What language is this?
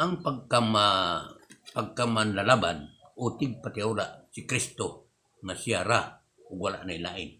Cebuano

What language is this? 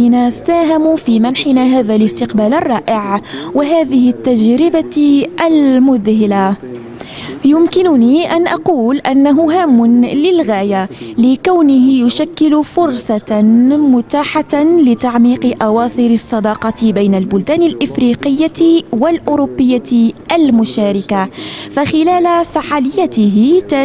Arabic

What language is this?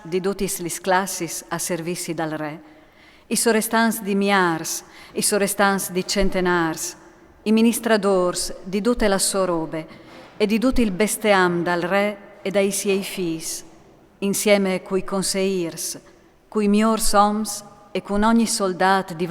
Friulian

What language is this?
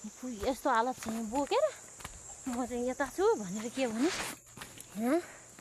Nepali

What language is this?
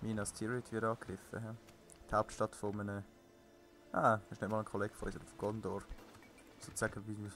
Swiss German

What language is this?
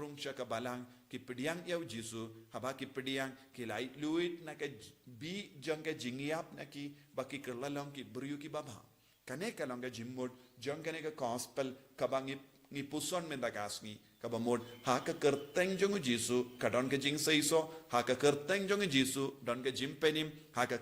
Khasi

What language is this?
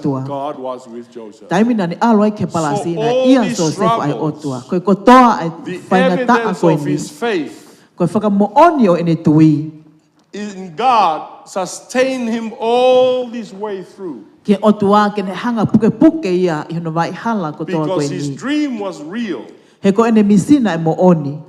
Tongan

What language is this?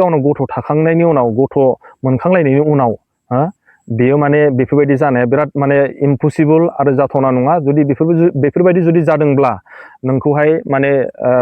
Bodo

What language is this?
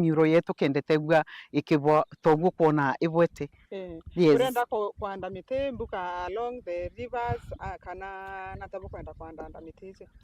Meru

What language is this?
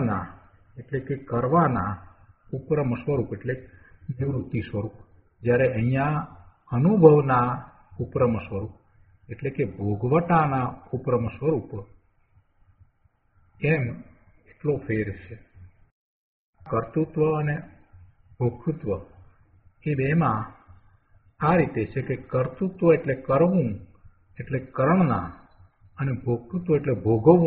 Gujarati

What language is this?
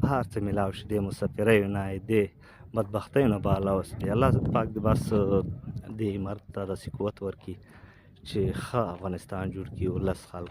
Pashto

